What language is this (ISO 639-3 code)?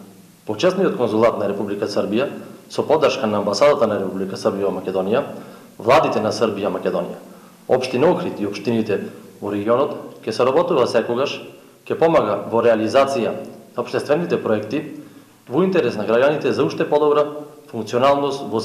mkd